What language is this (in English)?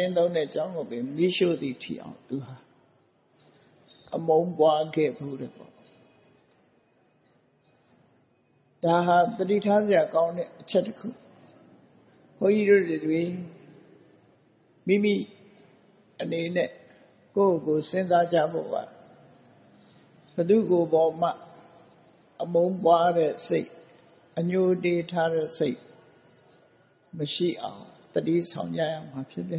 Burmese